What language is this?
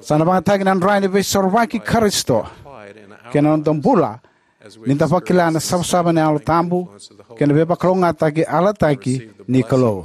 Fijian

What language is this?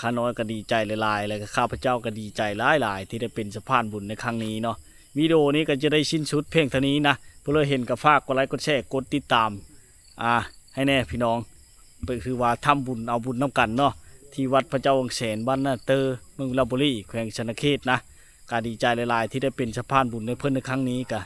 Lao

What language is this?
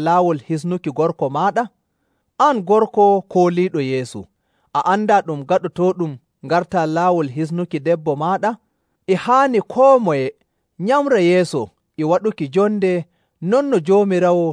Nigerian Fulfulde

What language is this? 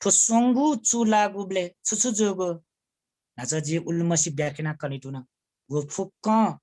Newari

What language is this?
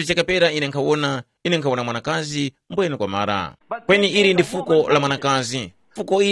Tumbuka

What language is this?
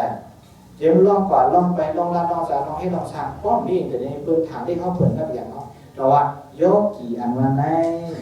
Shan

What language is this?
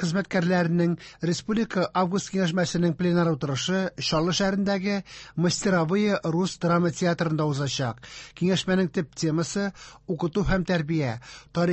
Tatar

